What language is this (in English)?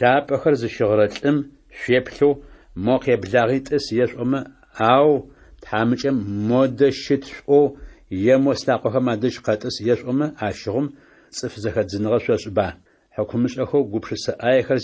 Adyghe